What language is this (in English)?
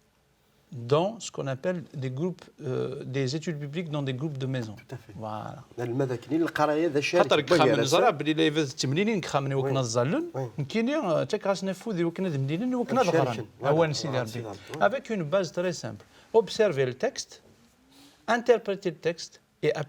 Kabyle